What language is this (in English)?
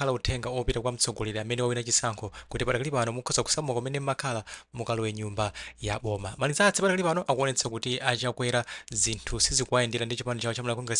Nyanja